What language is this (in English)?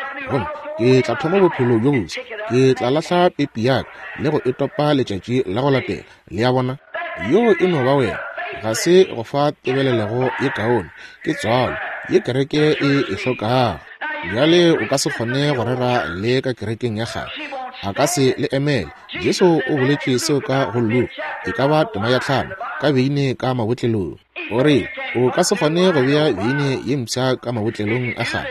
Northern Sotho